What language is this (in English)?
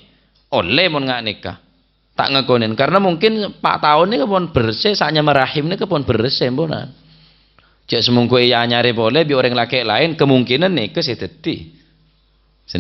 Madurese